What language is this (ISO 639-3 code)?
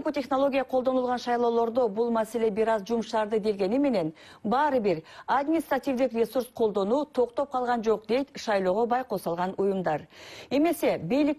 kir